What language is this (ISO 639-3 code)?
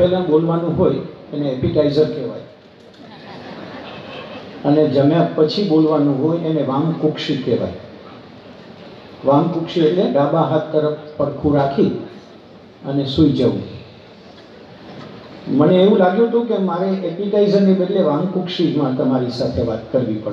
guj